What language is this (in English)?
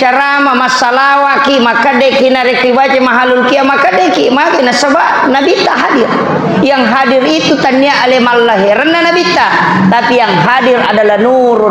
Buginese